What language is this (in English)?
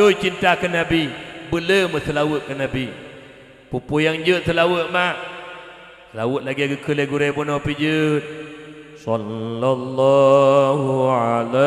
Achinese